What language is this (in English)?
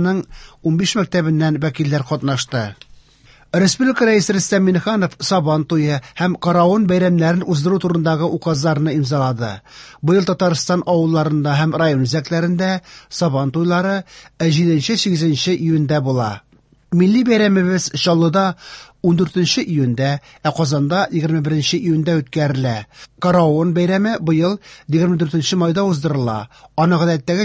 Tatar